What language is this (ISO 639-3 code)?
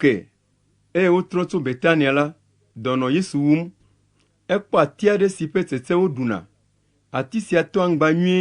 ewe